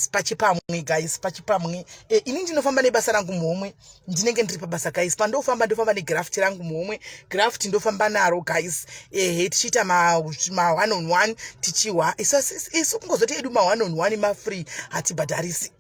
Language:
Shona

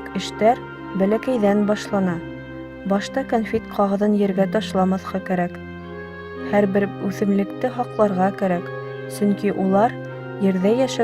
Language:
Bashkir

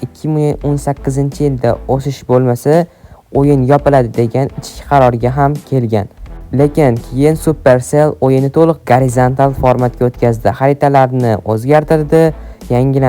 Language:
Uzbek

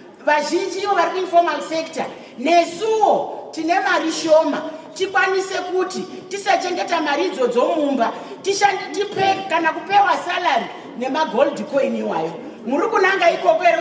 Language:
Shona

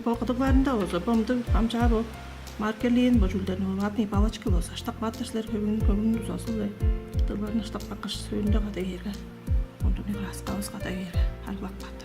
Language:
Tuvinian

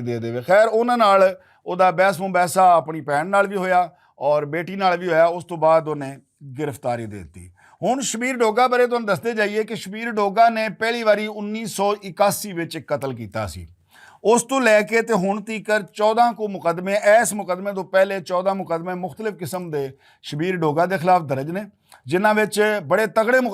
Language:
Western Panjabi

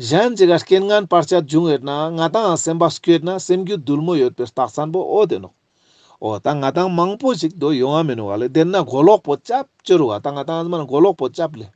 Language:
Ladakhi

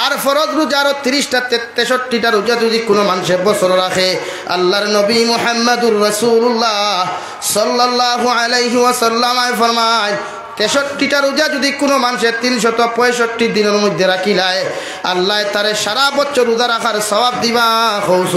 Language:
Sylheti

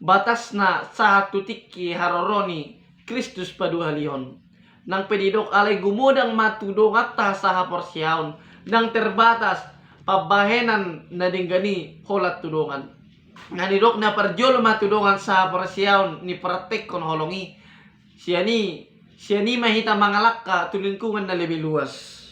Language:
Batak Toba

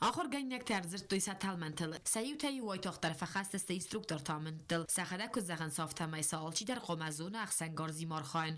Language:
Ossetic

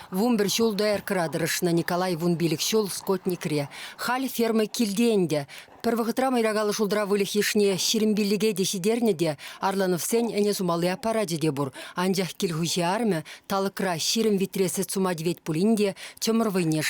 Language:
Chuvash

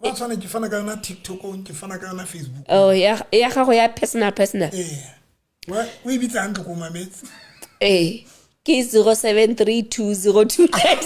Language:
Southern Sotho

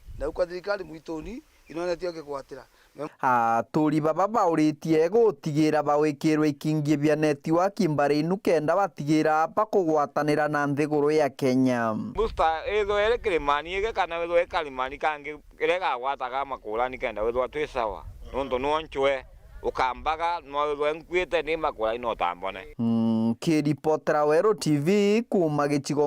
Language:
Meru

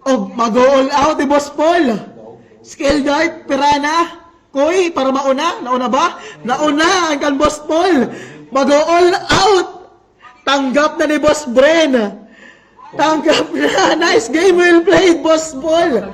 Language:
Waray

